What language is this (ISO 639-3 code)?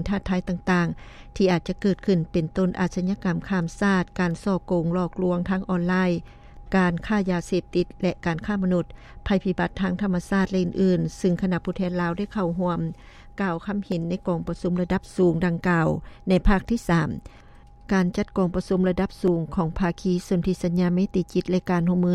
lao